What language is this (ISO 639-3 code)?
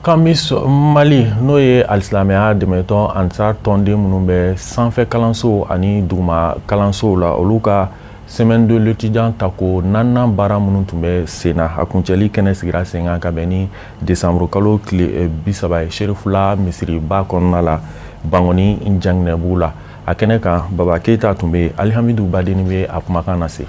bam